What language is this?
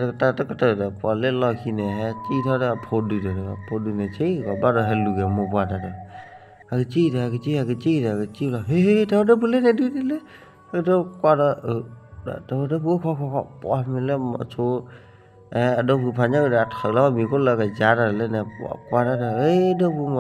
S'gaw Karen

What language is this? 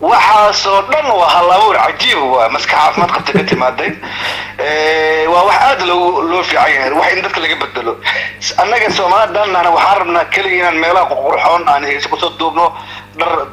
Somali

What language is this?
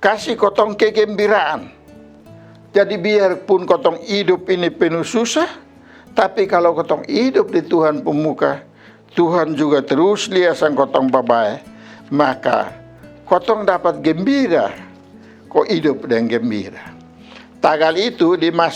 Kupang Malay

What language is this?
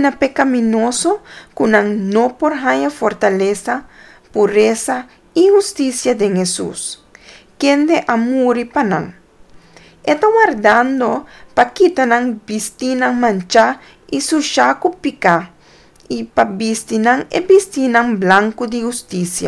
Papiamento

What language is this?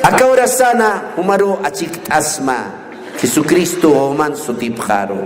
Aymara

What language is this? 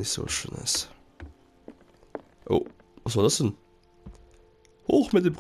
German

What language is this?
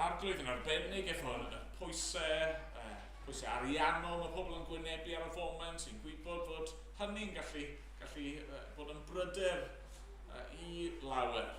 Welsh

